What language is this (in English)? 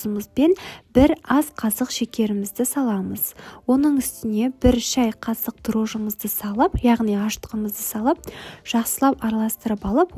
Kazakh